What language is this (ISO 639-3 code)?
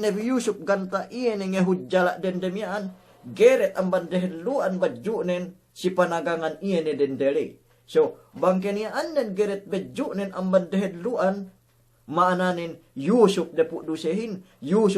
yka